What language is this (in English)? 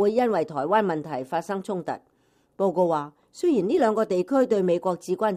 Cantonese